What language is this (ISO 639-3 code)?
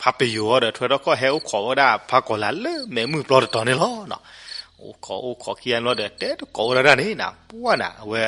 ksw